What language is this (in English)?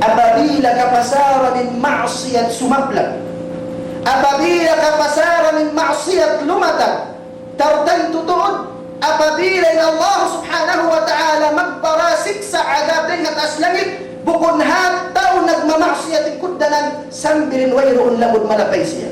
Tausug